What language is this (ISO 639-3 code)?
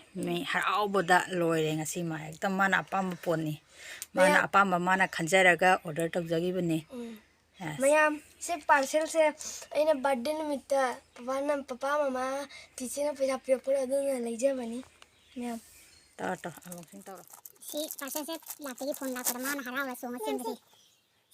mni